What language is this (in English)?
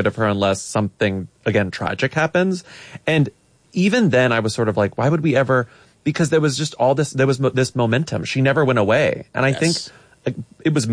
English